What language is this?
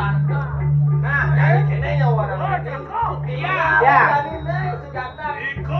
Balinese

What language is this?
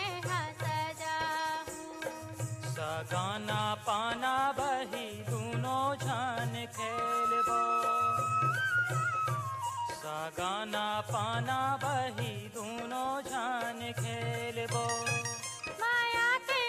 Chhattisgarhi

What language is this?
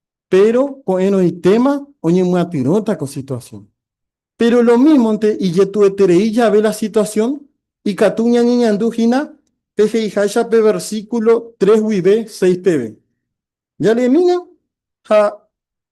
Guarani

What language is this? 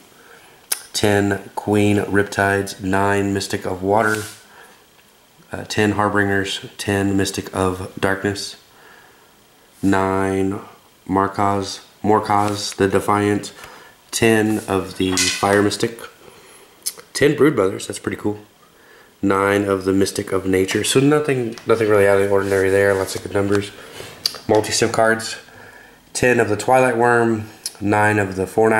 English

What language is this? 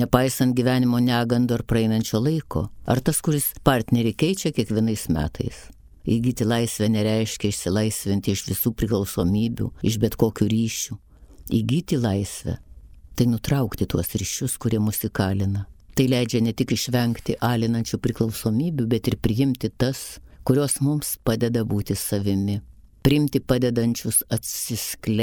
Lithuanian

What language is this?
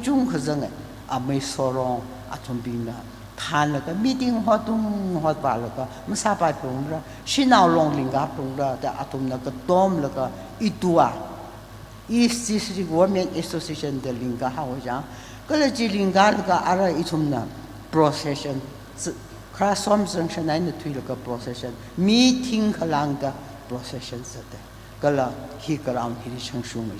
Tangkhul Naga (India)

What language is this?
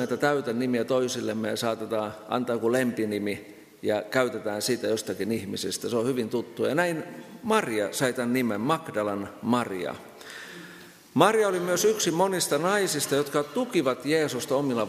Finnish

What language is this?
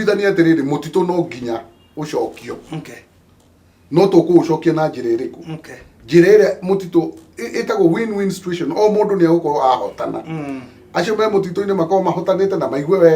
Kikuyu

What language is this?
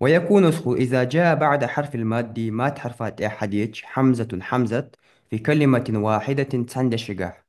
Ingush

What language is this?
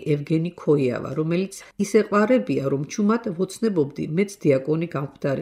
Georgian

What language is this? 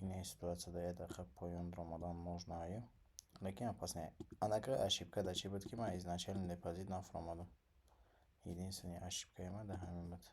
Tajik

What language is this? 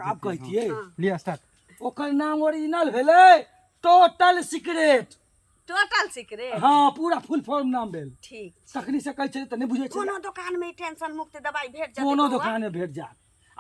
Maithili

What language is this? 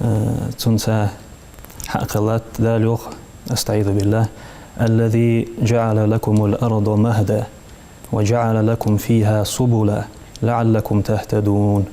Ingush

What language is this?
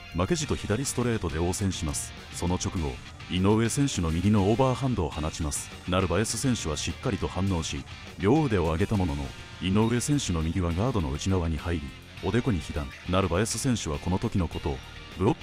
Japanese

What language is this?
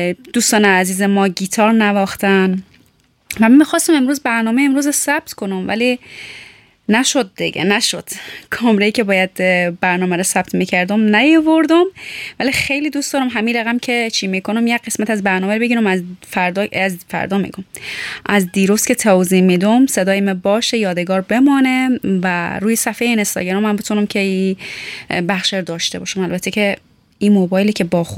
Persian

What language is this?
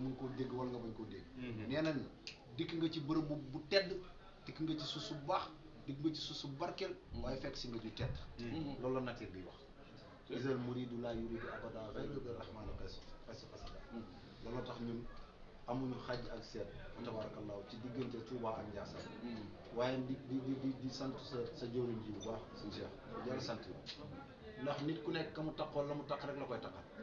Wolof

